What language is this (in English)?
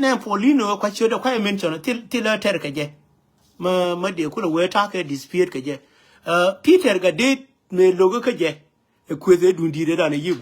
Nuer